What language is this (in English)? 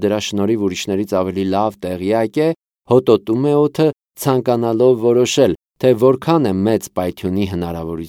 Armenian